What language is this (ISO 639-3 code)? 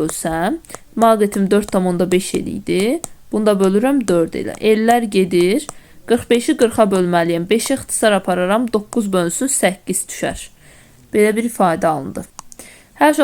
aze